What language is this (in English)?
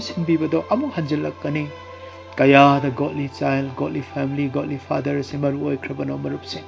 Manipuri